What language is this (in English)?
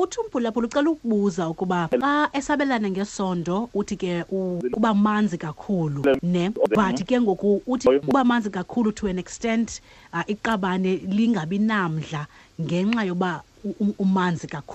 Xhosa